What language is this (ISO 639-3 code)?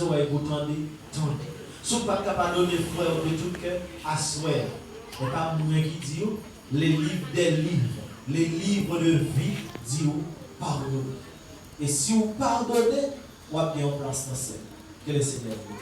hat